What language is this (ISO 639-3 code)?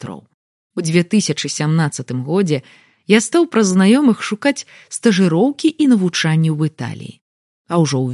bel